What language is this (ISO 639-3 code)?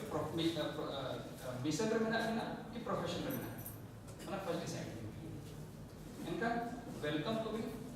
sat